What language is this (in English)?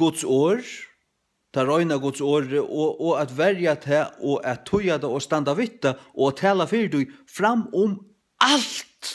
Faroese